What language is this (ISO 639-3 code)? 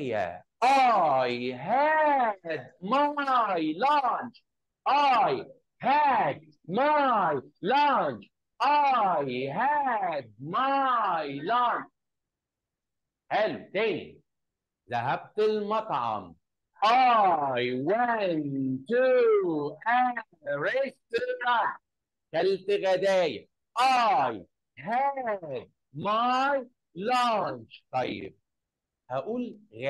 arz